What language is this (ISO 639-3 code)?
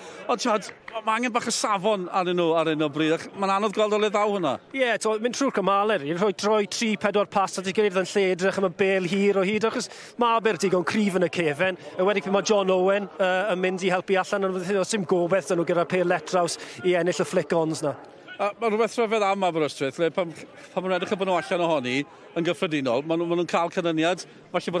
cym